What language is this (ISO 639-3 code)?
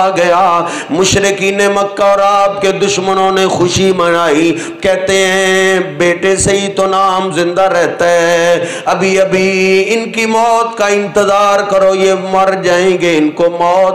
urd